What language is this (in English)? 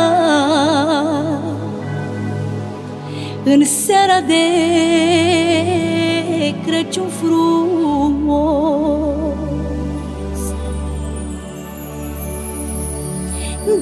Romanian